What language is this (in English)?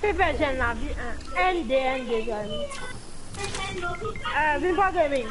Morisyen